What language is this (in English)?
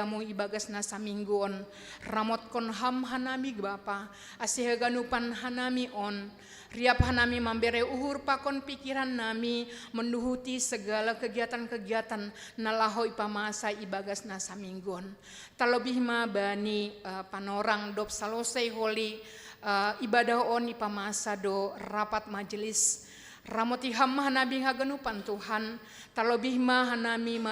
Batak Simalungun